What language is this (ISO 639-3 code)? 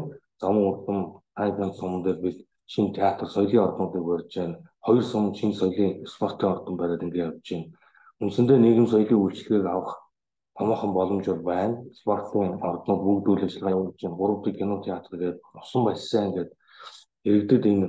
mon